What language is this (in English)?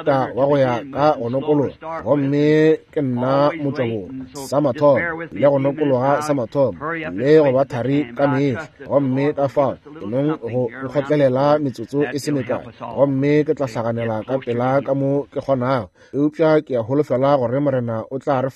Northern Sotho